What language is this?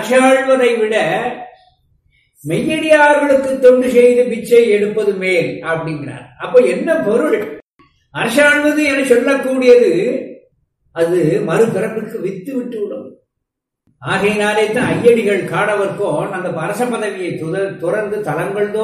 Tamil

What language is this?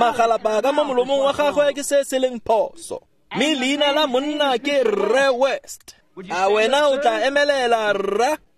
Tswana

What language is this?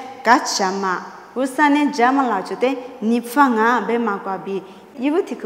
Lisu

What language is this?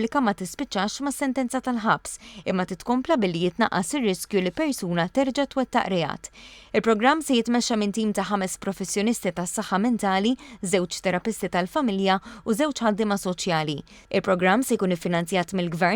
Maltese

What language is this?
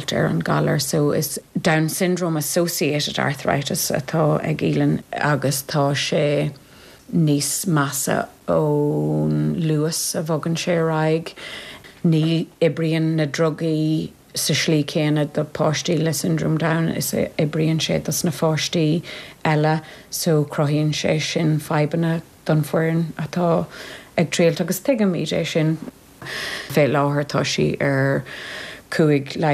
Irish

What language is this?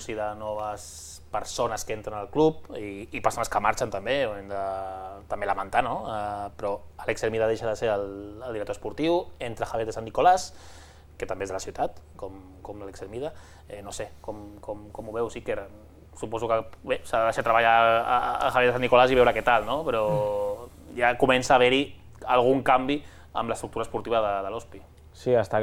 Catalan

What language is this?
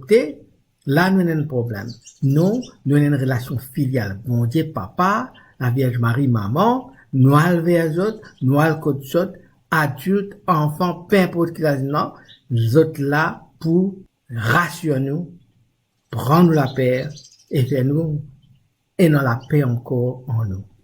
Morisyen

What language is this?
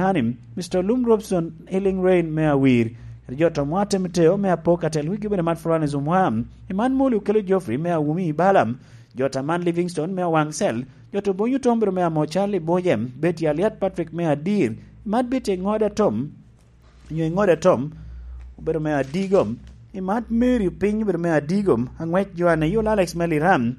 Lango (Uganda)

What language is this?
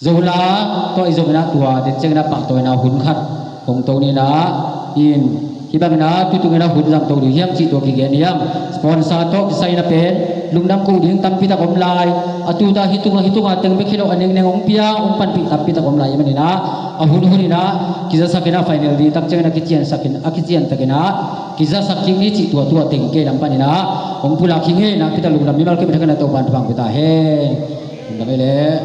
Tedim Chin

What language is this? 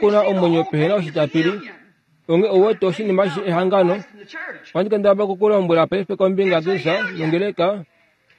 Kuanyama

